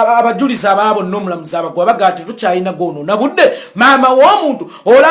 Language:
Ganda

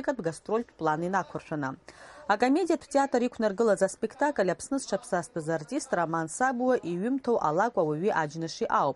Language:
Abkhazian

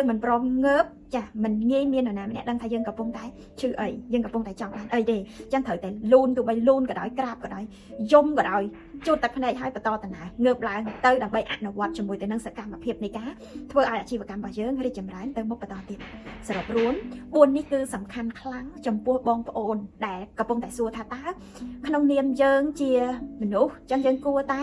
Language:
Khmer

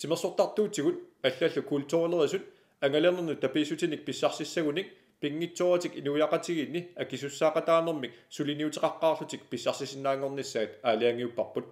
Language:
Kalaallisut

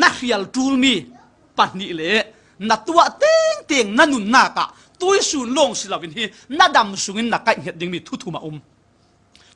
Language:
Falam Chin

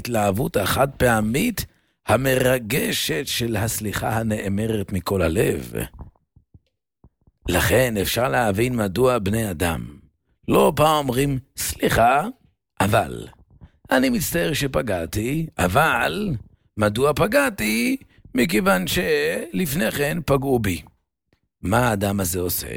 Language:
Hebrew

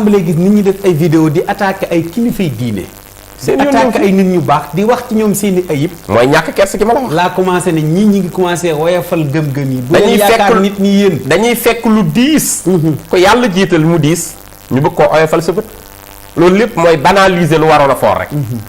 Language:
Wolof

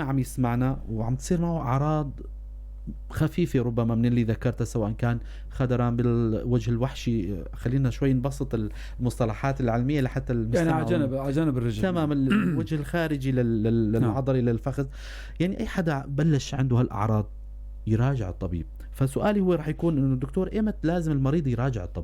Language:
North Levantine Arabic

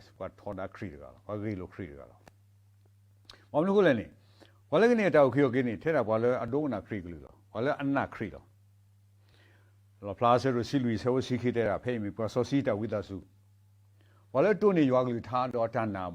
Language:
S'gaw Karen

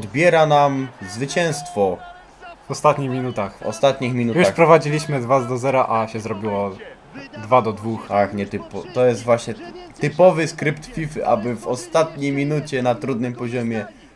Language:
Polish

